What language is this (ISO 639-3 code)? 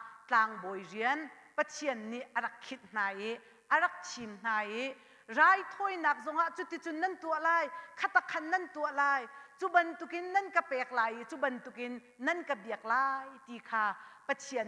cnh